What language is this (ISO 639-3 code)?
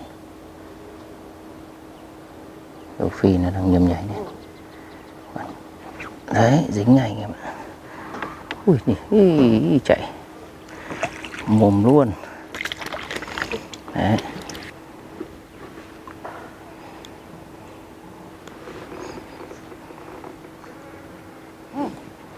vie